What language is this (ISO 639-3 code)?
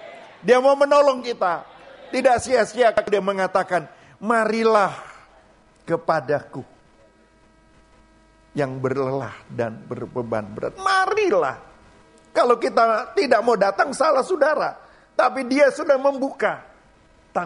ind